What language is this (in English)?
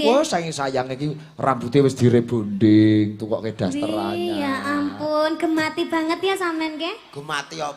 Javanese